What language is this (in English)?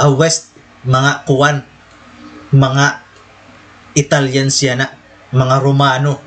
Waray